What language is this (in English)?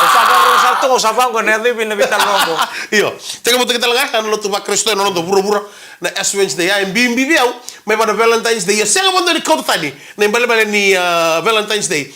Fijian